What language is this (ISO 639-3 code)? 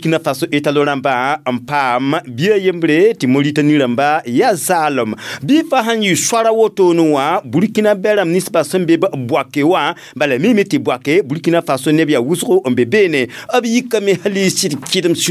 mos